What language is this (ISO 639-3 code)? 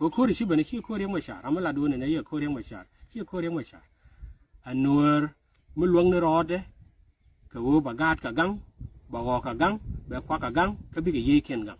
nus